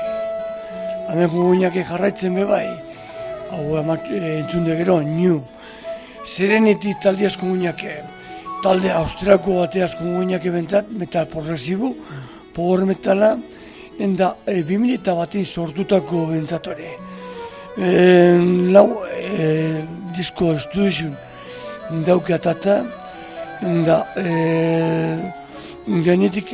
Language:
Basque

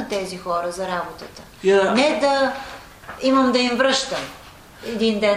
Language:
Bulgarian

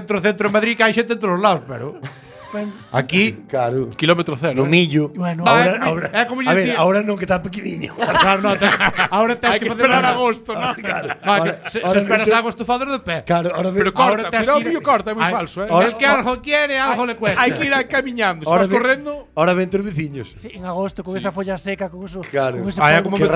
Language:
Galician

